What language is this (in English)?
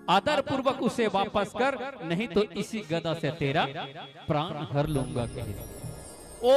Chhattisgarhi